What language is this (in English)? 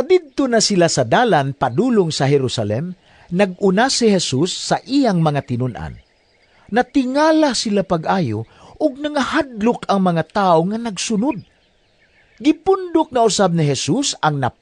Cebuano